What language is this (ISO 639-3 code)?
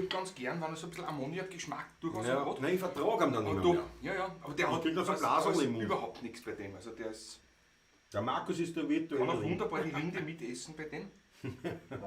bar